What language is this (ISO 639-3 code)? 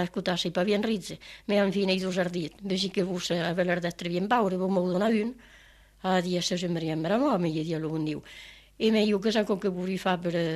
ita